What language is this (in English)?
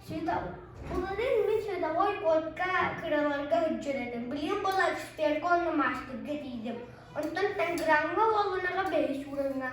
Yakut